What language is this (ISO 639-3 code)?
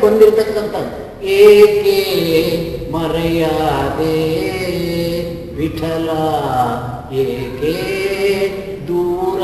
kan